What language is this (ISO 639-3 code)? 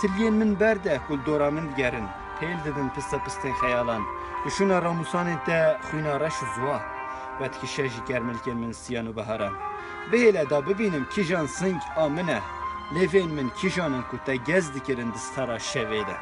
kur